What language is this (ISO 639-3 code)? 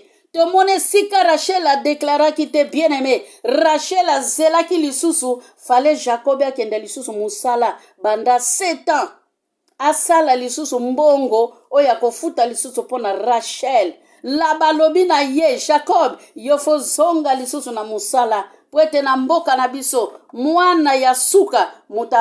lin